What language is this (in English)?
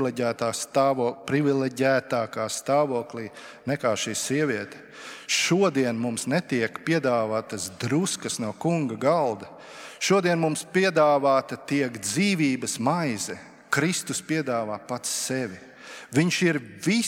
Latvian